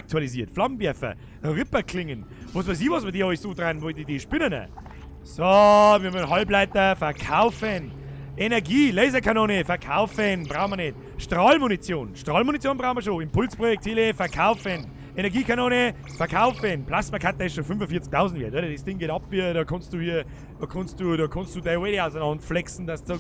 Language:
Bavarian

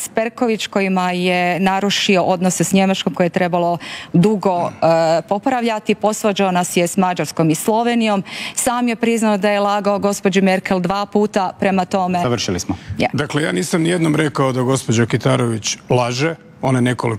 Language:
Croatian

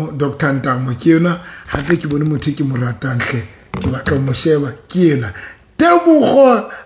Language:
Southern Sotho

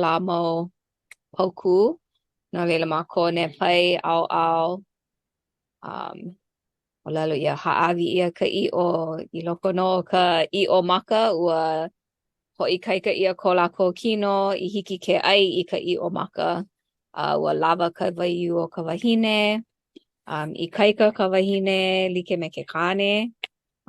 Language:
Hawaiian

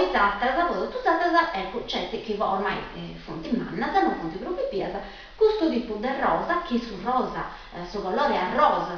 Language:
Sardinian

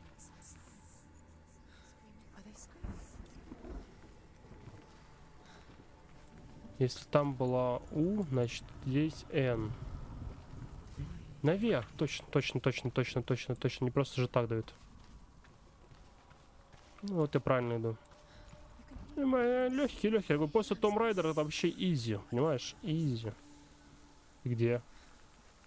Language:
Russian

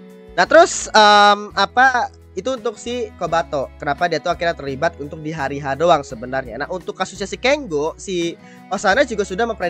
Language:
Indonesian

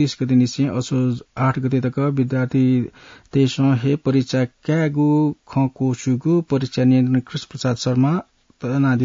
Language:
Newari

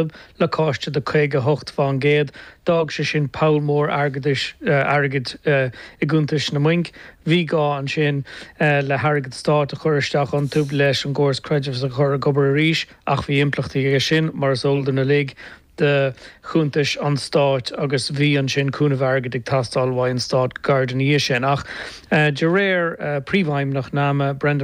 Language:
Irish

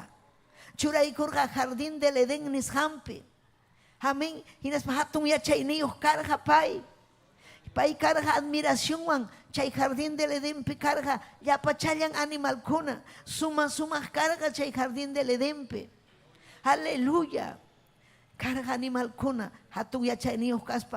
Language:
Ayacucho Quechua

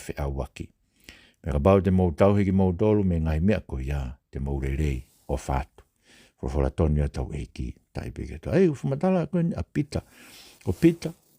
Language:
Tongan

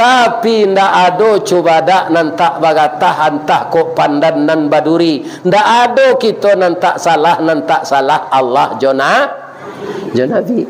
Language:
Minangkabau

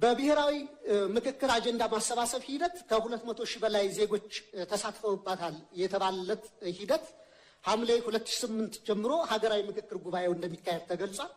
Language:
Amharic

